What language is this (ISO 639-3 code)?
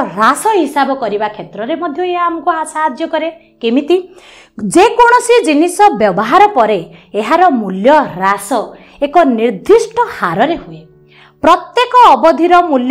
ori